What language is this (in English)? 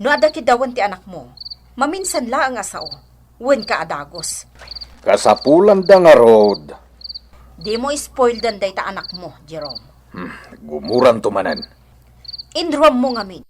Iloko